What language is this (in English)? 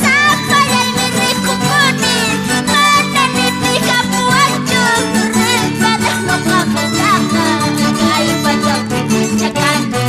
Quechua